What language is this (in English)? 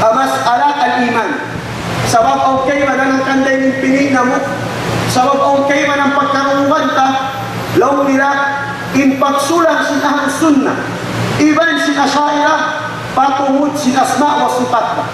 Tausug